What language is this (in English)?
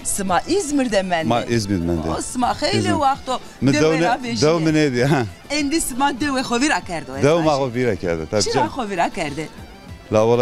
Zaza